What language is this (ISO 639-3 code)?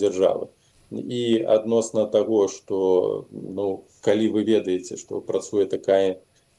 bel